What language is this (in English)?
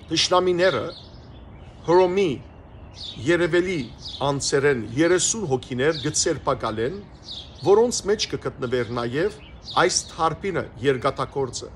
Western Armenian